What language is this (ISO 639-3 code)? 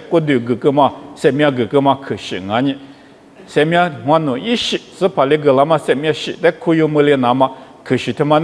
lis